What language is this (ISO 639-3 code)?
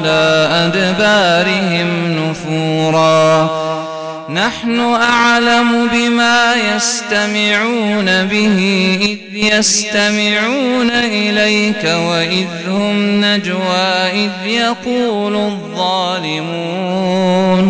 ara